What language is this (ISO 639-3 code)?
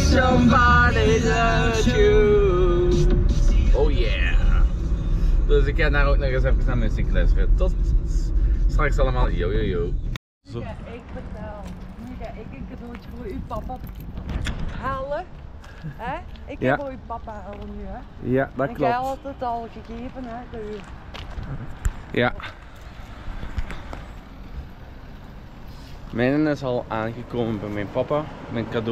nld